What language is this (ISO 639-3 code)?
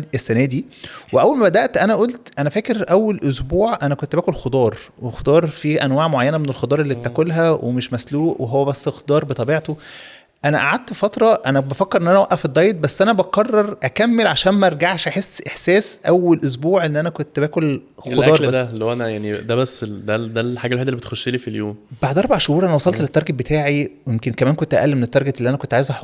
arz